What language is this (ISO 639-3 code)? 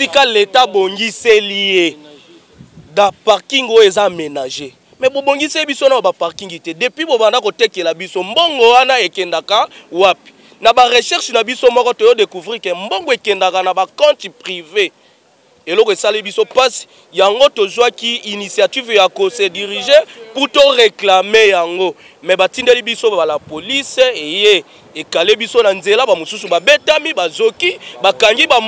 lin